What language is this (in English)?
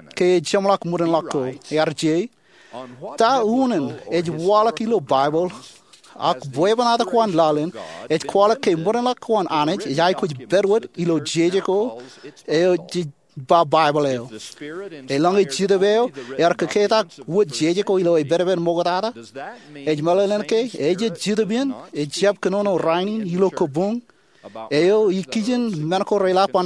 Marshallese